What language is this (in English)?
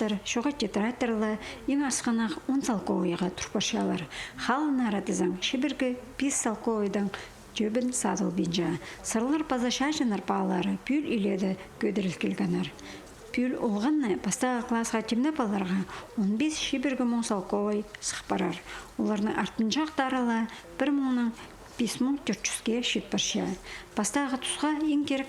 Khakas